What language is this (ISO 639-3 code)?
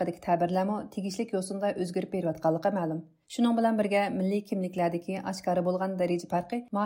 uig